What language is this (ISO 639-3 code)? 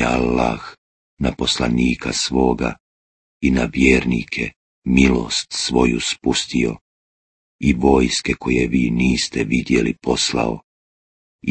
bos